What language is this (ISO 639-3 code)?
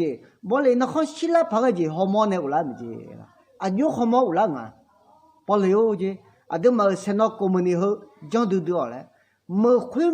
ahk